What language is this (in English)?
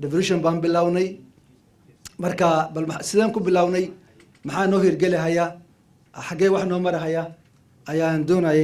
Somali